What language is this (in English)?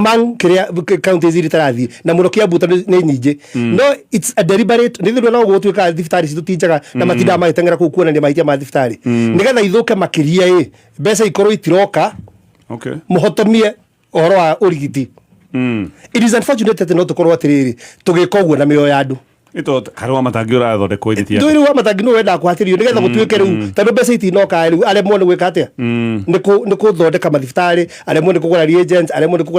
Kikuyu